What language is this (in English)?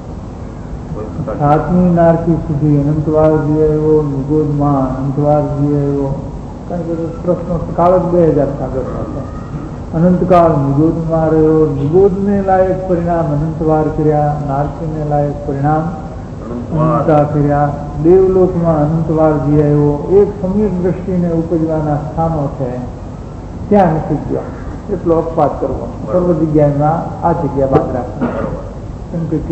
Gujarati